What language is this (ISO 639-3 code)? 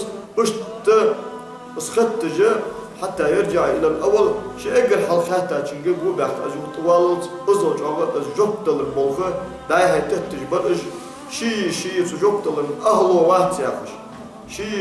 inh